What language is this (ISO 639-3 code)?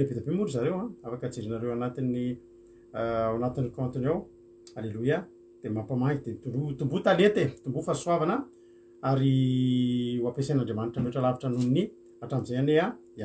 mlg